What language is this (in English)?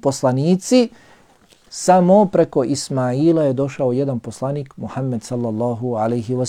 Bosnian